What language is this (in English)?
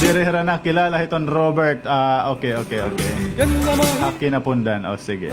Waray